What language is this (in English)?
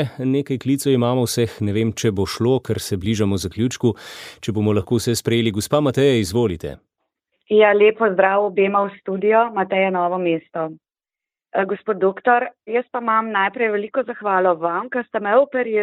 Slovenian